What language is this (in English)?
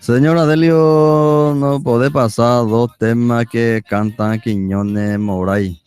Guarani